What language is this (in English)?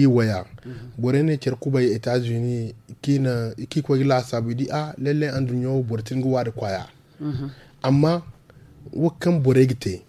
Zarma